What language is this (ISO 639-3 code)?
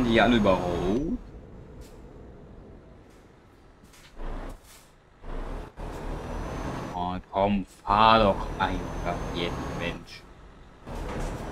deu